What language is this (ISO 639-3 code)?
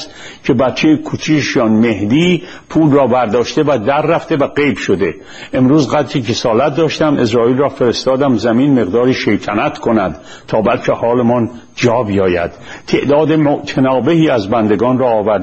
fas